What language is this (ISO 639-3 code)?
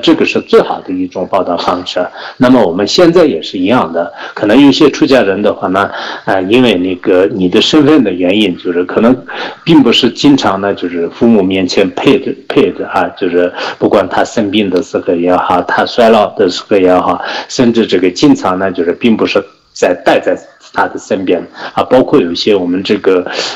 zho